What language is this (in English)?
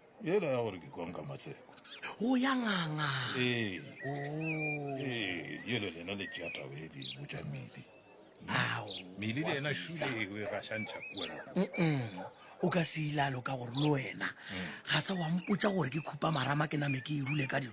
Northern Sotho